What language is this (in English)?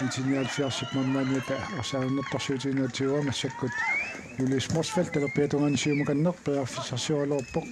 Kalaallisut